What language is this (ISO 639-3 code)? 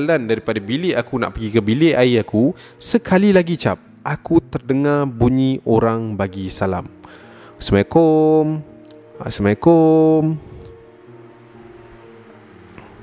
msa